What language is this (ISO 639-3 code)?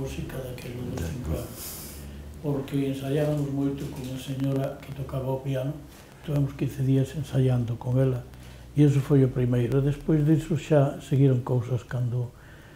glg